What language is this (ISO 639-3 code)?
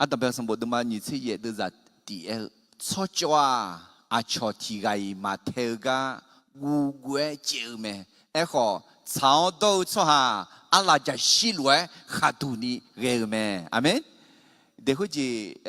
ahk